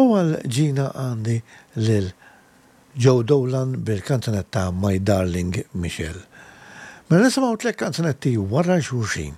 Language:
Maltese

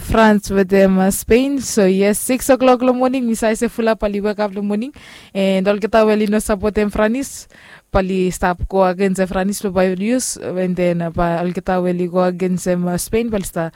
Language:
Bislama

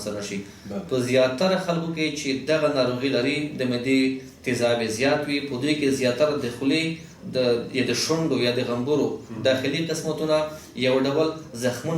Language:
Pashto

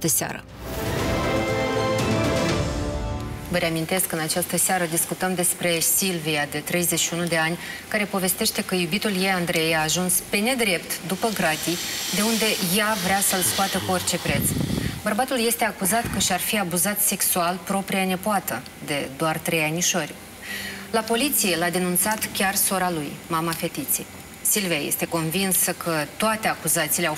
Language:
Romanian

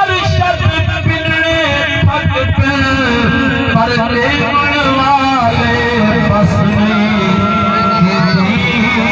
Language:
Saraiki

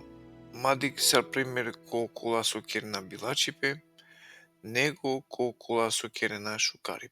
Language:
Balkan Romani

